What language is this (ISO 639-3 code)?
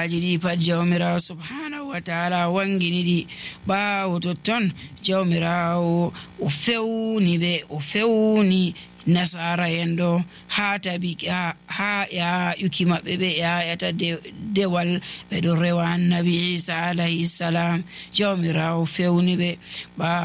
fuv